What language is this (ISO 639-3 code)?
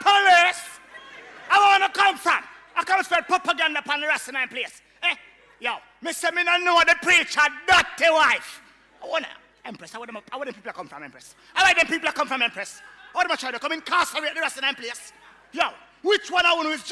jam